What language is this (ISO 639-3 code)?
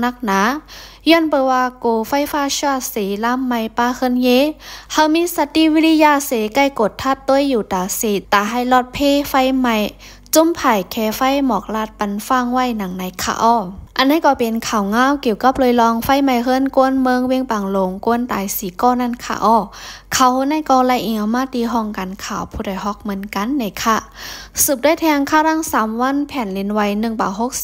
lao